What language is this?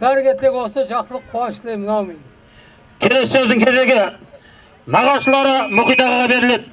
Kazakh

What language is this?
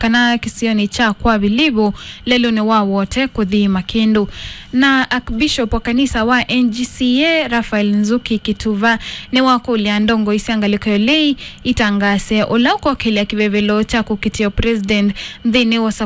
Kamba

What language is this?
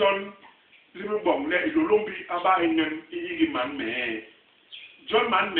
Basaa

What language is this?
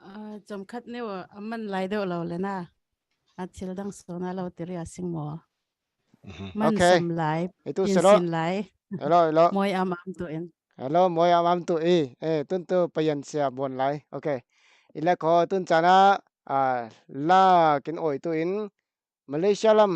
Falam Chin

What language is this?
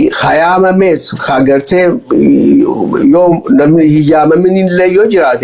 Oromo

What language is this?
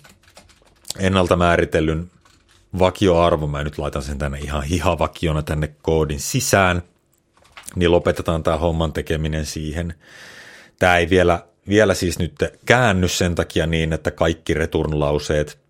Finnish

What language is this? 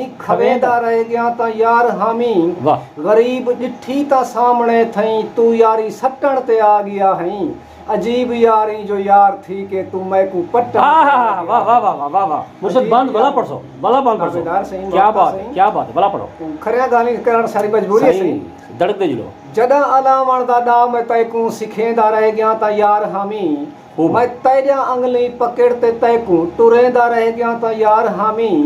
Saraiki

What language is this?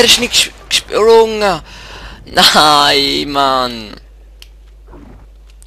Swiss German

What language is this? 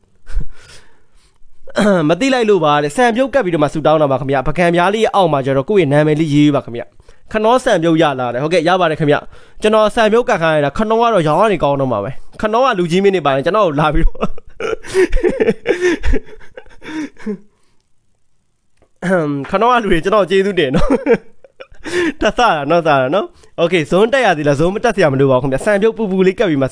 Burmese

